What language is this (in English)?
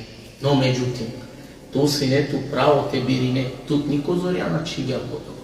Balkan Romani